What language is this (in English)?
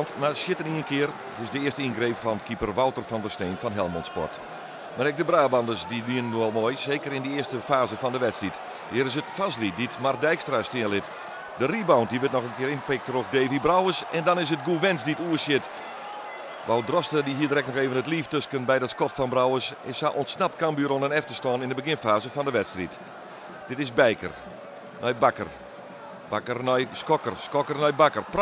Western Frisian